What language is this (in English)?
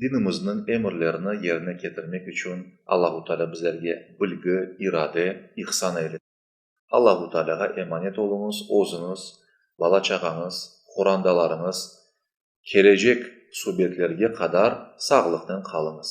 Crimean Tatar